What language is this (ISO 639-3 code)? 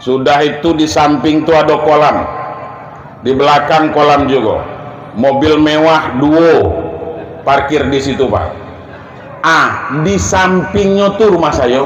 min